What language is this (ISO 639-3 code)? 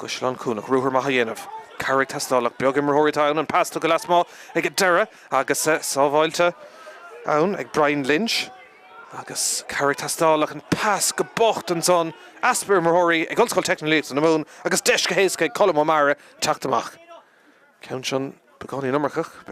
gle